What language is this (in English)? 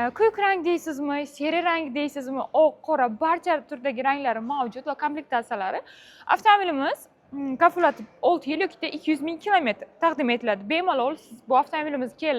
Uzbek